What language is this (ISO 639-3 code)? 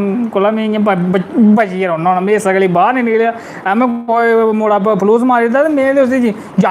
doi